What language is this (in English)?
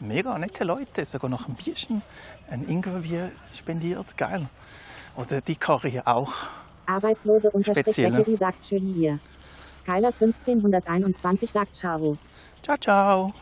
Swiss German